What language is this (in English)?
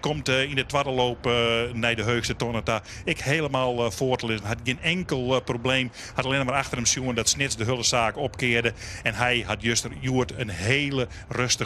Western Frisian